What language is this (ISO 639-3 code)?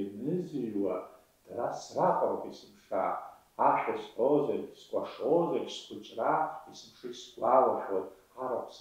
abk